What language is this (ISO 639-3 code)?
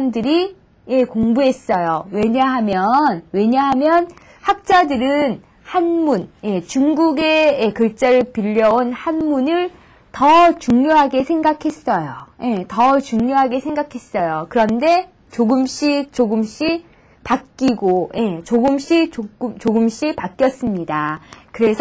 kor